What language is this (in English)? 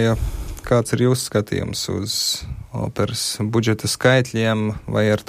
Latvian